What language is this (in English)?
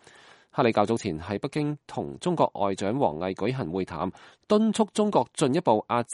Cantonese